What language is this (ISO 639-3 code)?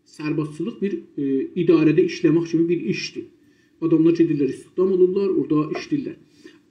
azb